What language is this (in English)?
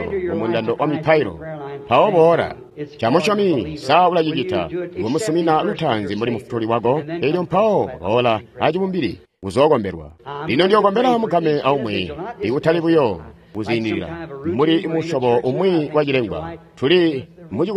Tonga (Zambia)